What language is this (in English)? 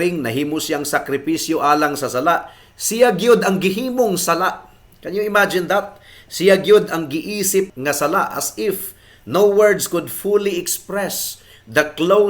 Cebuano